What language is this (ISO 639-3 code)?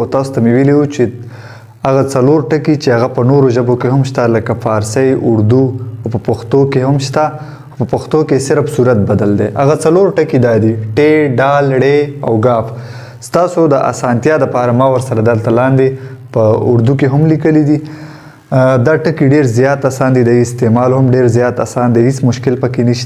pus